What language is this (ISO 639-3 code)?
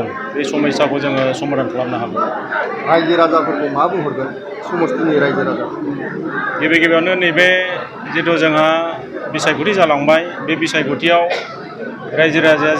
brx